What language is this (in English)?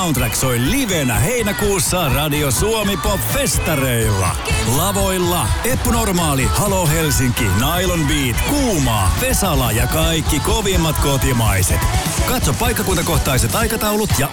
Finnish